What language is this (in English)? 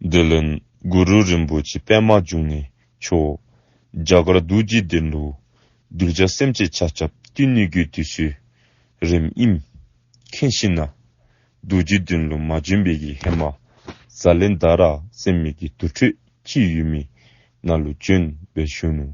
Dzongkha